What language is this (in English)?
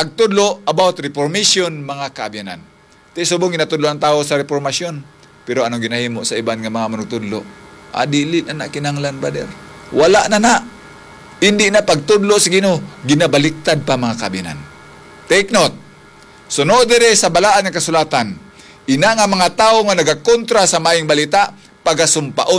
Hiligaynon